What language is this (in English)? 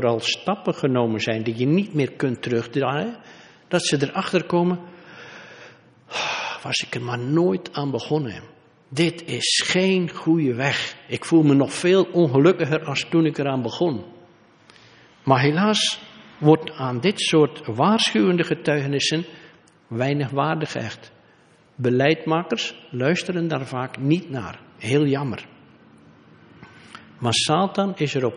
Dutch